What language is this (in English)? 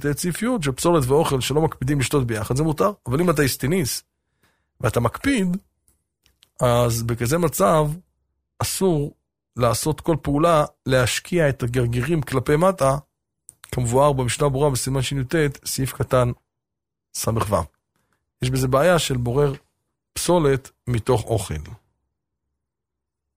Hebrew